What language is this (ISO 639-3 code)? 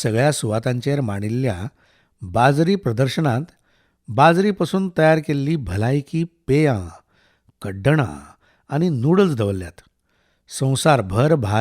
kok